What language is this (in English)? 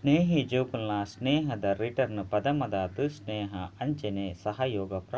Tulu